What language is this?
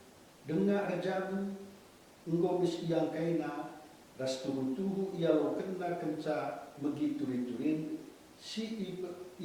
Batak Karo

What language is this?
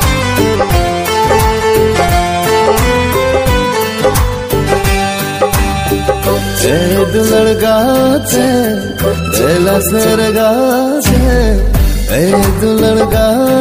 Santali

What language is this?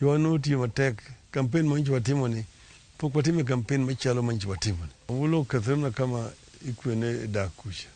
Luo (Kenya and Tanzania)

